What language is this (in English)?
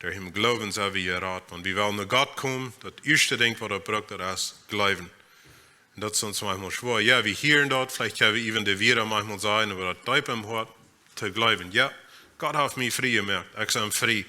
Plautdietsch